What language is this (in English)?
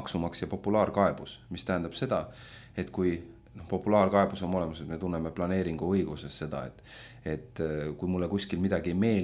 Estonian